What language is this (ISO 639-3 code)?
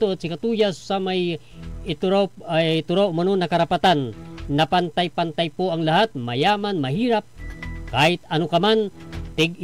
pag